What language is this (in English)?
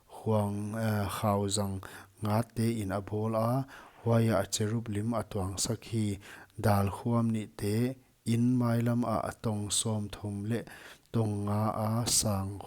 Paite Chin